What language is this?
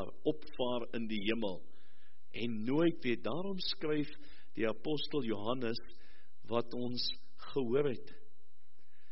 Afrikaans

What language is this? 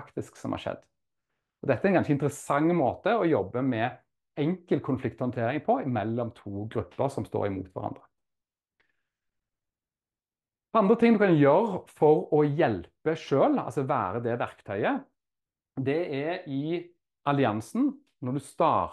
Norwegian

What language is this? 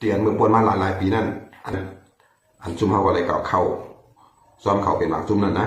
Shan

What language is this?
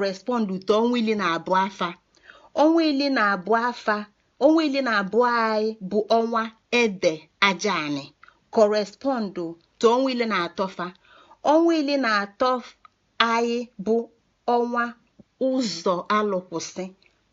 Igbo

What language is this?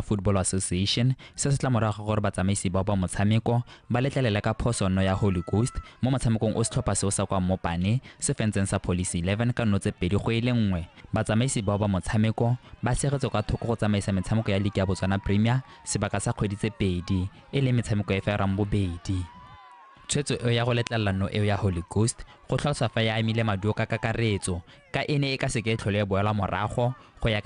Tswana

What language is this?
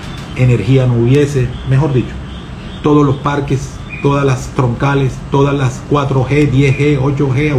Spanish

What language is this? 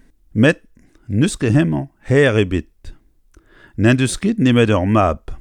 Breton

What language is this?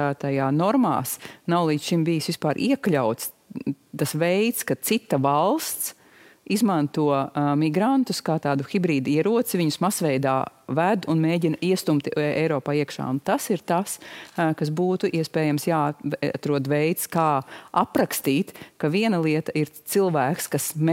Latvian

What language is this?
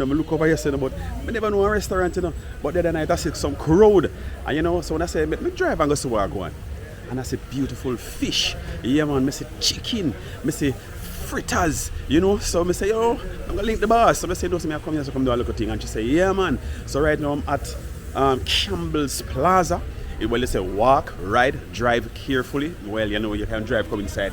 Jamaican Creole English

